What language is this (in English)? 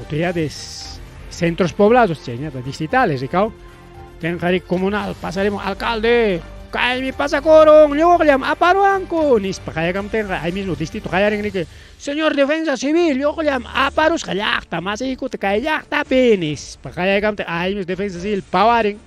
Ayacucho Quechua